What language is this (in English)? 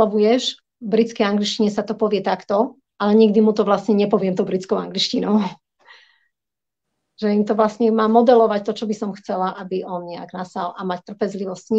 Slovak